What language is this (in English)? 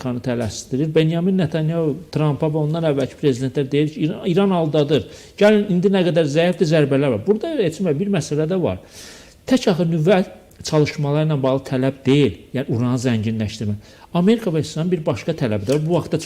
Azerbaijani